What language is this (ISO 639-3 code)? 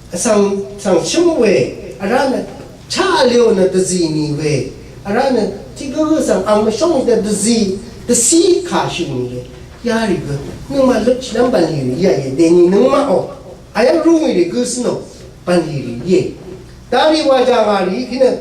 raw